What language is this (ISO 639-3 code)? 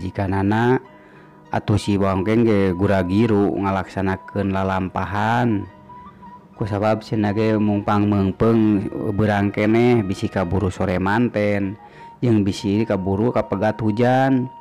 sun